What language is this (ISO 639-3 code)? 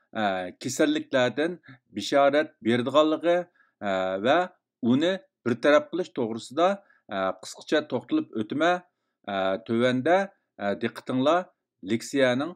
uig